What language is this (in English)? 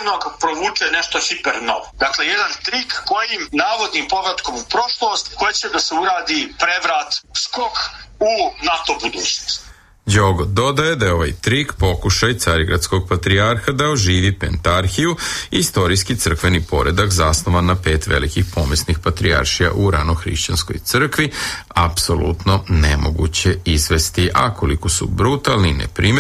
Serbian